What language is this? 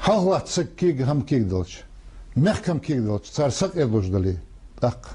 Ingush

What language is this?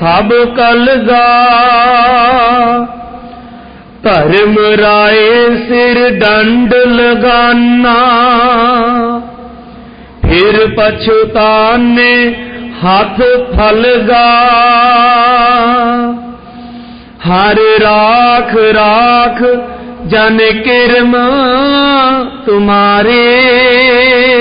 Punjabi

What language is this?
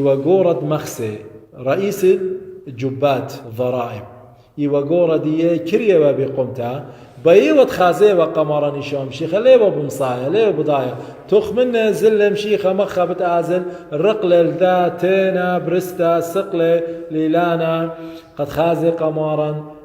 Assyrian Neo-Aramaic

